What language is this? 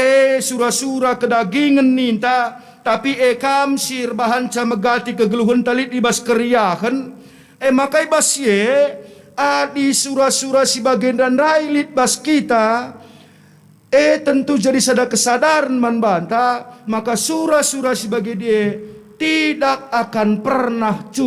Batak Karo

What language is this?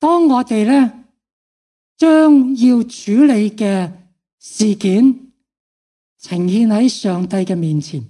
Cantonese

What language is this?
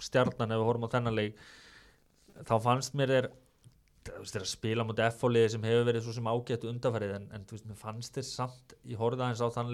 Icelandic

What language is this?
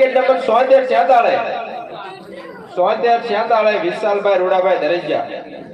Gujarati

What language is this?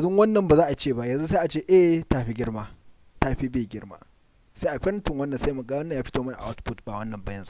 Hausa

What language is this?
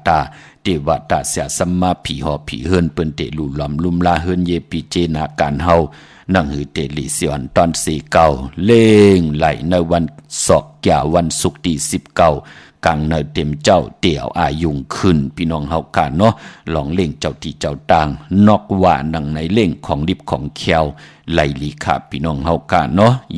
Shan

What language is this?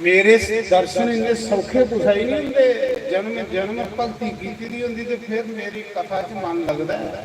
Dogri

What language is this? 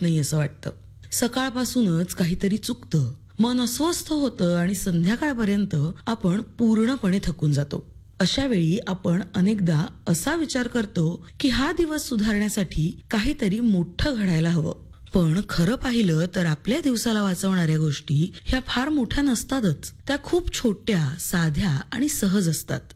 Marathi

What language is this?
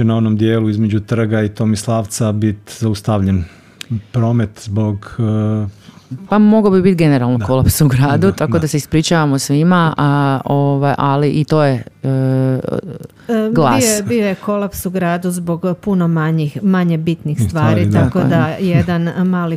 Croatian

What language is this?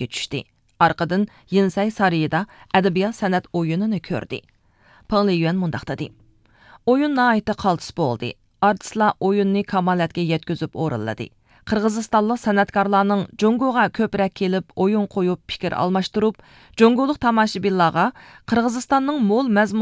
Uyghur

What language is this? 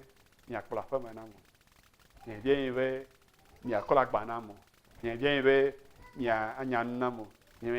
Ewe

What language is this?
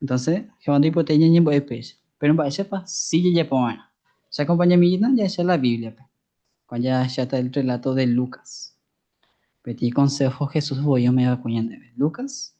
Guarani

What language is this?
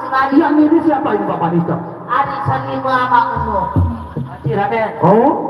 Sasak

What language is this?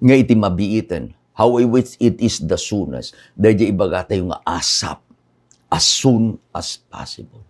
Iloko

